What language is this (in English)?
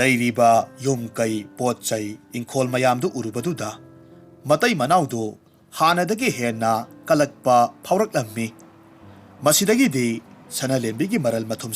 Manipuri